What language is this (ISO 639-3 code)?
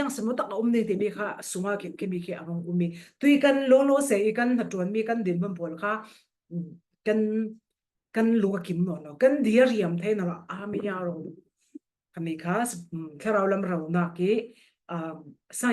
cfm